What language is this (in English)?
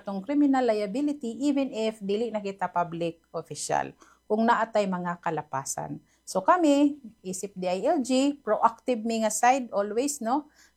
Cebuano